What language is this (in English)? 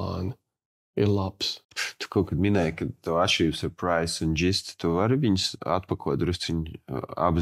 Latvian